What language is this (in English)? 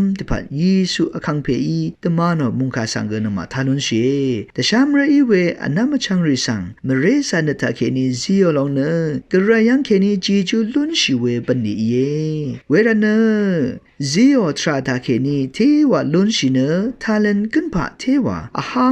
Rawang